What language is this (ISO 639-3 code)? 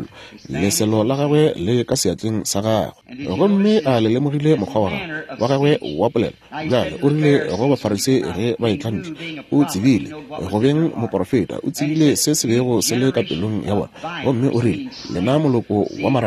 nso